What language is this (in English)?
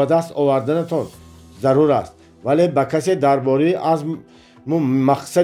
Tajik